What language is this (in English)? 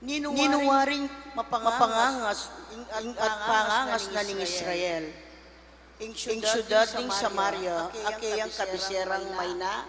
Pampanga